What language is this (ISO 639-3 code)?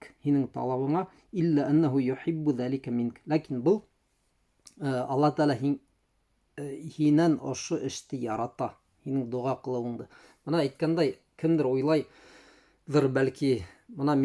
bak